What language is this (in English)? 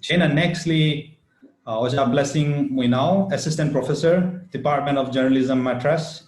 Tangkhul Naga (India)